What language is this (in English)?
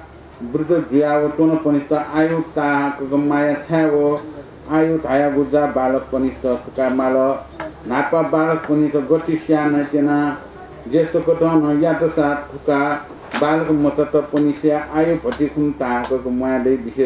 Newari